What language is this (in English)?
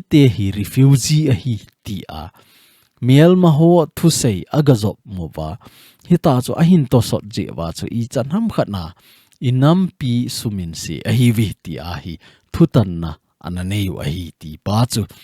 Thado Chin